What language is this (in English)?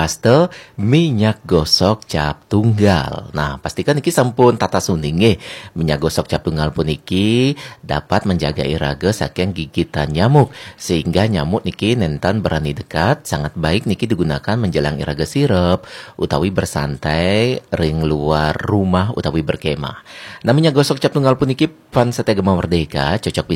Balinese